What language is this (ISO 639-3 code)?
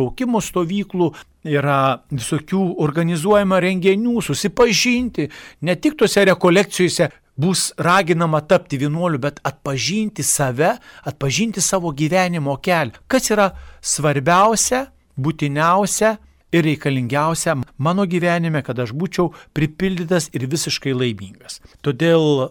lit